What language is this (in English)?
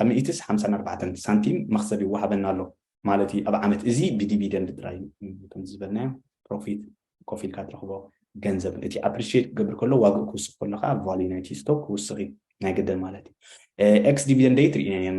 Tigrinya